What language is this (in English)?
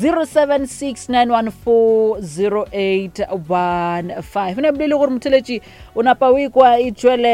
Northern Sotho